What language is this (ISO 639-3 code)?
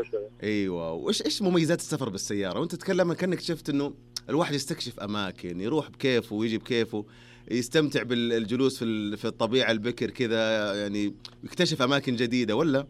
ars